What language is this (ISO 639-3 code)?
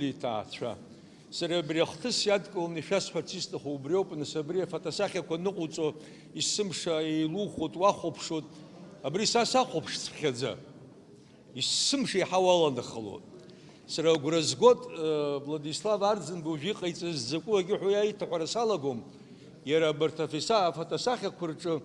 abk